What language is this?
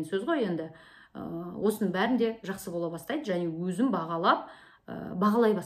Kazakh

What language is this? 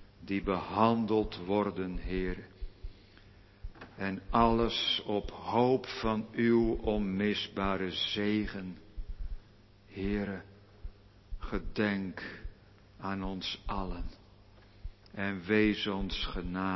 Dutch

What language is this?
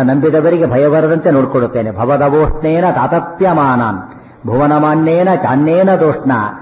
Kannada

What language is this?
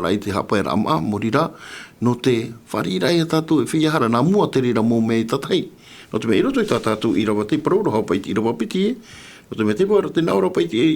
Tahitian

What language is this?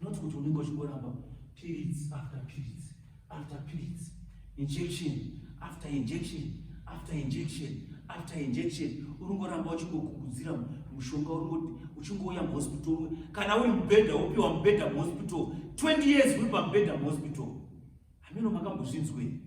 Shona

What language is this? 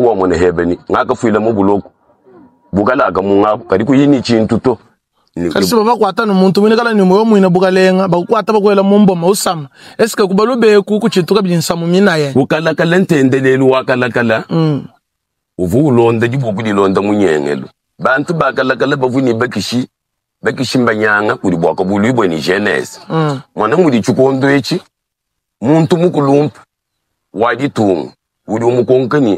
Luba-Lulua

